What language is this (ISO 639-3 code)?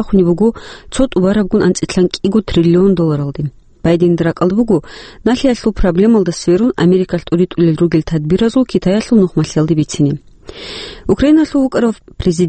ava